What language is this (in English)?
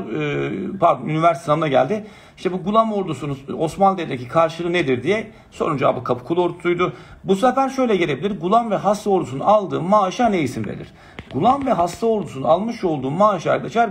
Turkish